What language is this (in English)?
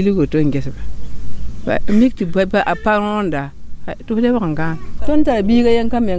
Mossi